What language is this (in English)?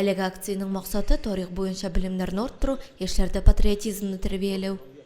Tatar